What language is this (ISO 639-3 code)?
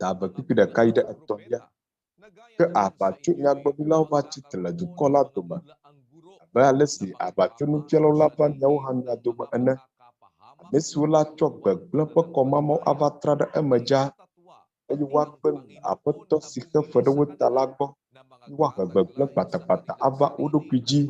ewe